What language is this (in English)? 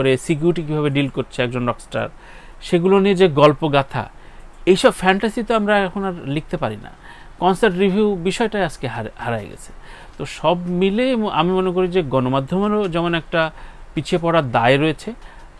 Bangla